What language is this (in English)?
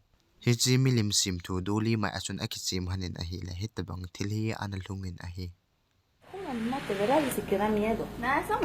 Thado Chin